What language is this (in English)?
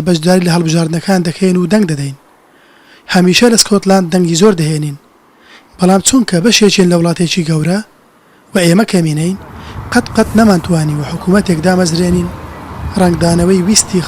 Central Kurdish